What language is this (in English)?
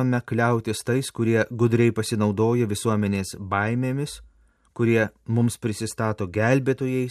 Lithuanian